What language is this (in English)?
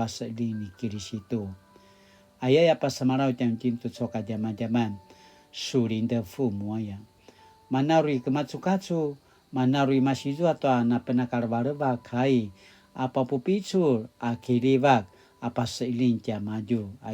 Paiwan